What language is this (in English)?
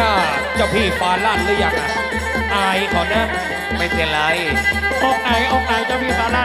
Thai